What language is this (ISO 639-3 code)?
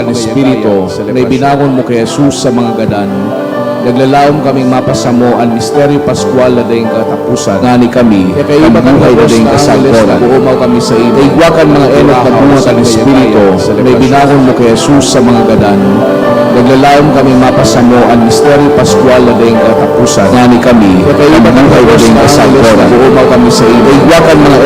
bik